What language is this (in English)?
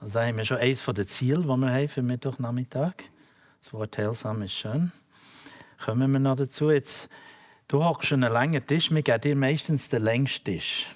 Swiss German